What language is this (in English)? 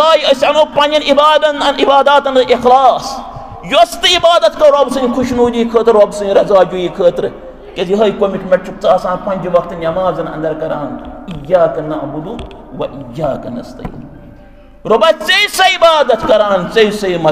Kashmiri